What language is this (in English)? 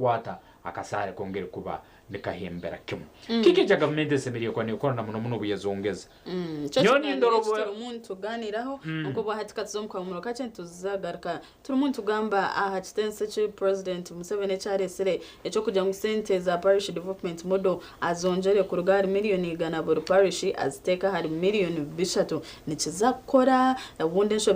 Nyankole